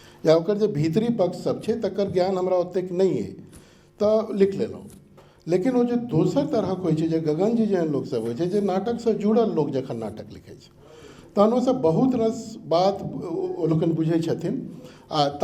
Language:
Maithili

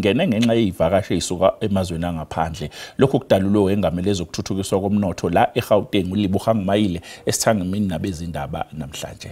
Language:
Zulu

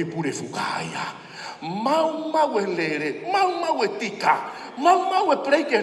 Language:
Tongan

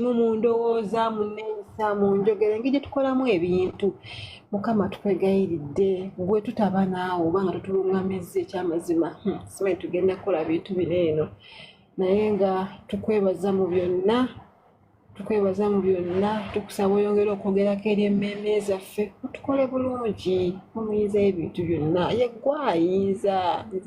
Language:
Ganda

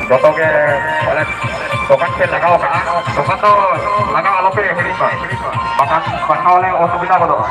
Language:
Santali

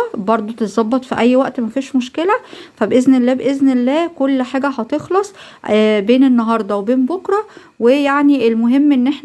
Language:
Egyptian Arabic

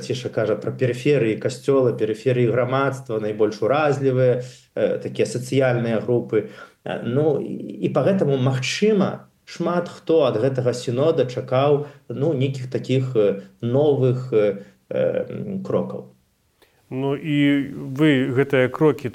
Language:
Belarusian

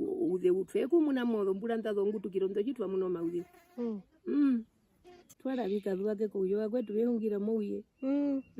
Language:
Herero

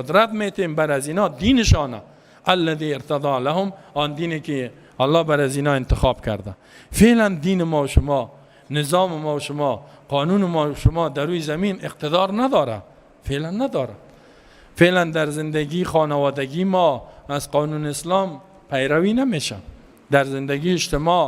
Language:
Persian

